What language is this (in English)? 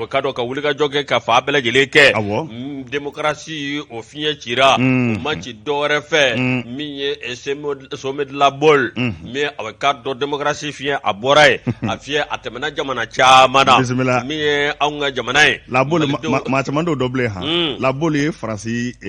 Bambara